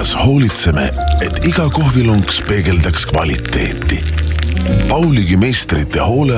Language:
Estonian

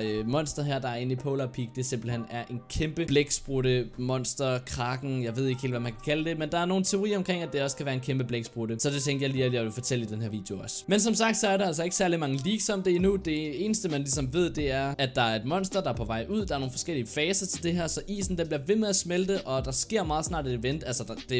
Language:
Danish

